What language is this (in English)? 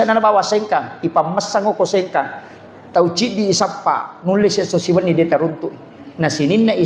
Buginese